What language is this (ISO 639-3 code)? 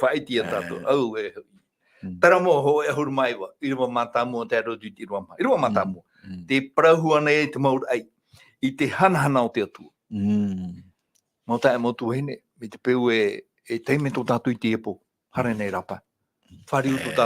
tah